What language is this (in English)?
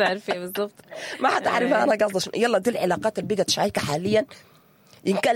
Sudanese Arabic